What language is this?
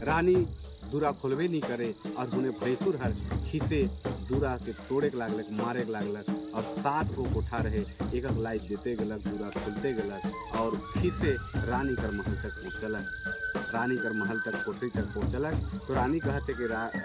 Sadri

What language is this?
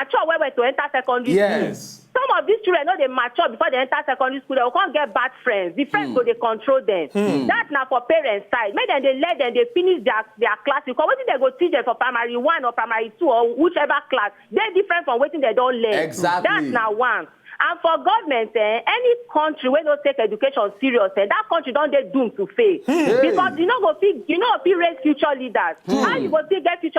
Nigerian Pidgin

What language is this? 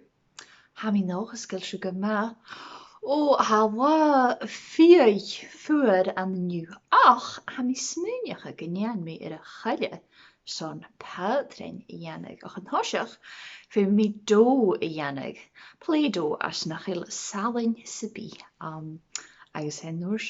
Scottish Gaelic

